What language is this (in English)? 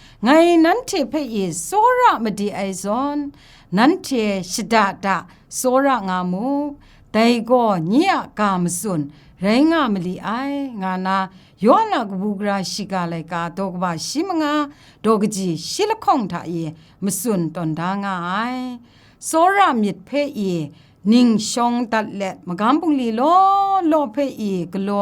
Kachin